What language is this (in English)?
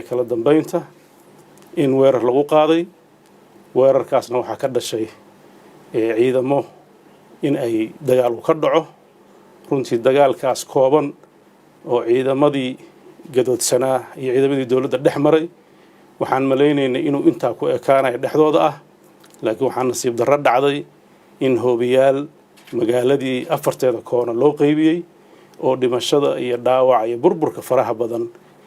Somali